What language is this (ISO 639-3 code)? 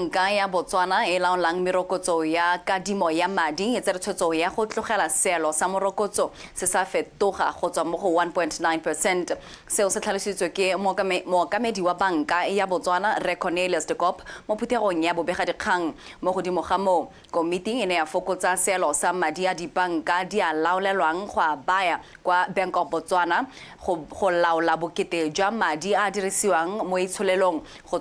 tsn